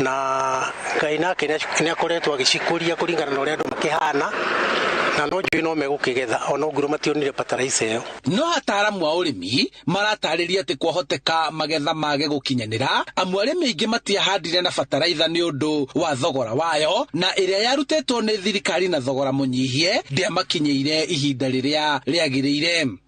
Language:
Kikuyu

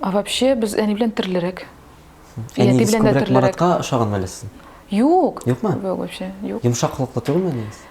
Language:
Tatar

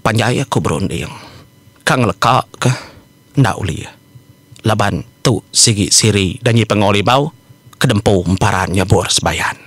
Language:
Iban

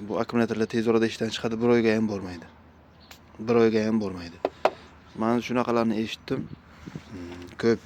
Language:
Uzbek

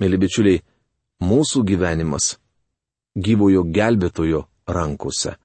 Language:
Lithuanian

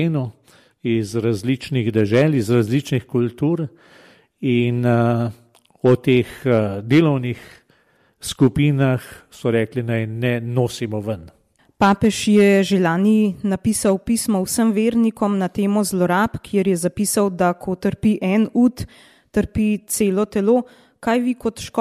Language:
Slovenian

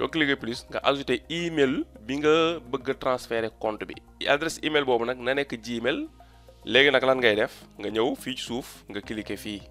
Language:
Wolof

